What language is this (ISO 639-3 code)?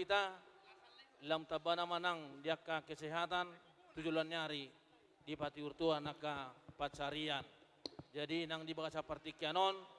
bbc